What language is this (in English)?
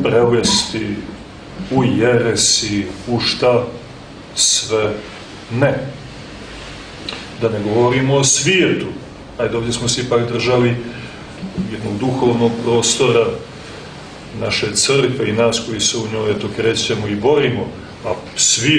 Serbian